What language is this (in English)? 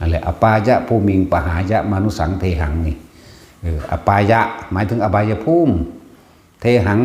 Northeastern Thai